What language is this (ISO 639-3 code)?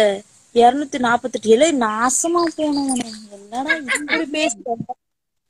tam